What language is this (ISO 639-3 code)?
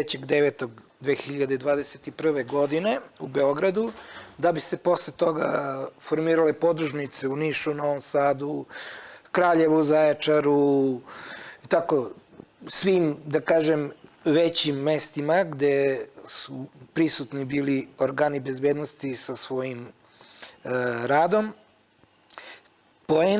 srp